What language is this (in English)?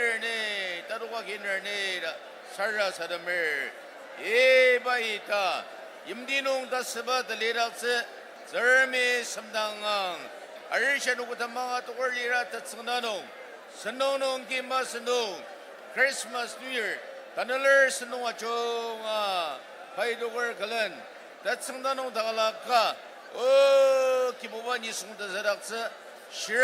Ao Naga